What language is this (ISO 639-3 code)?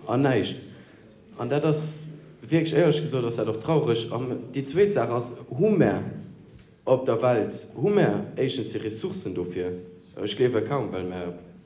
ltz